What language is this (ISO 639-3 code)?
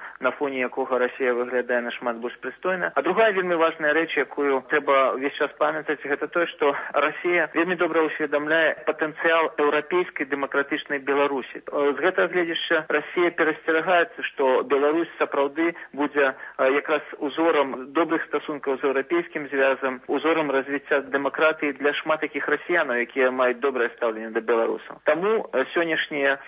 bel